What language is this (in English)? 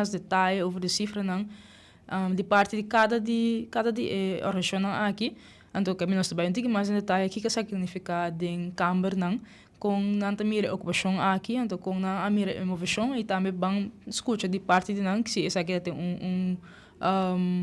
Papiamento